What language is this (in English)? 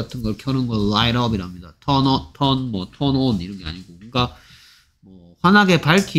Korean